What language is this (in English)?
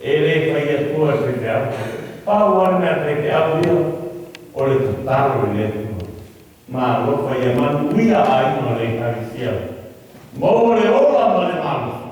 Samoan